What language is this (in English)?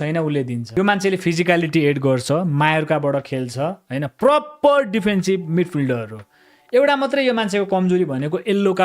Nepali